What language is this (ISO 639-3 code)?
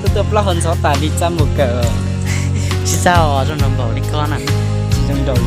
hmn